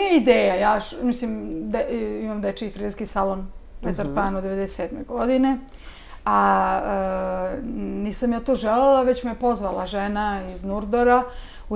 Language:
Serbian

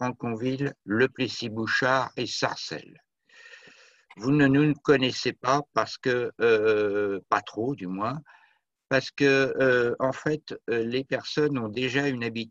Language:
French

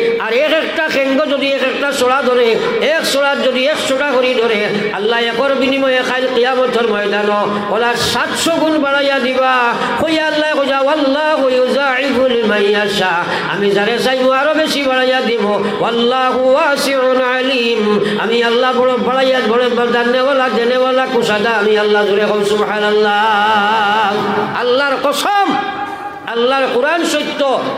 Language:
Sylheti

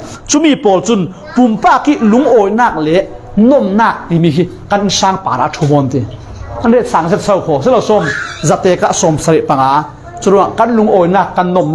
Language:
Falam Chin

